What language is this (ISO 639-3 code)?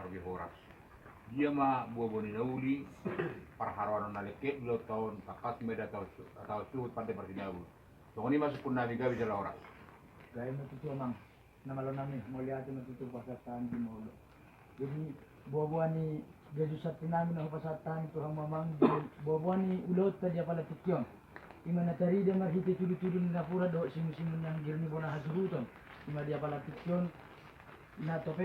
bbc